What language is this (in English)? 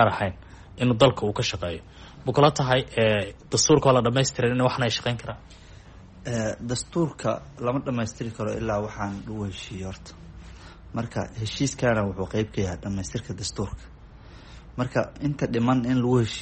Somali